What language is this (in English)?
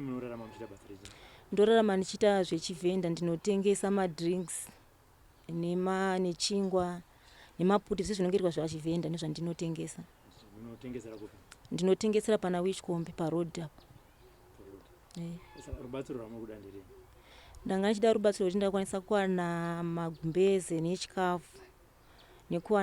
Shona